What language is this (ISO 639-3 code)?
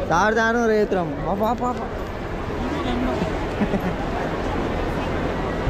kan